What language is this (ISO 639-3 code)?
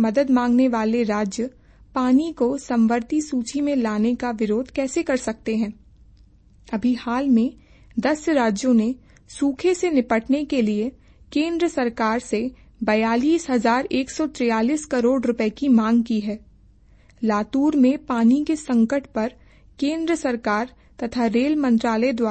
hin